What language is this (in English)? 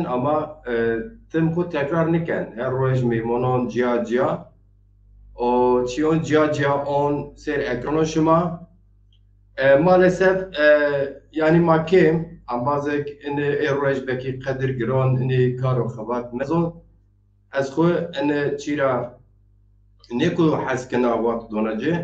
Zaza